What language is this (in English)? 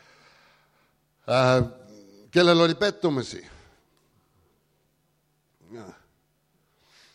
Estonian